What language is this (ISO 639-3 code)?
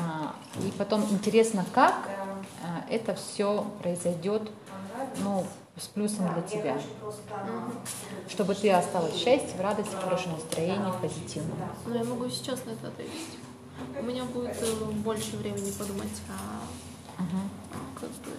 rus